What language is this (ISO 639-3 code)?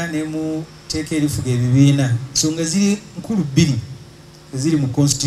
lug